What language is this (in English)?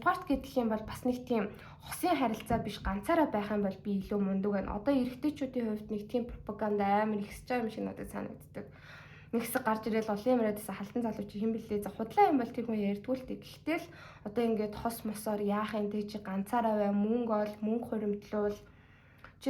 Mongolian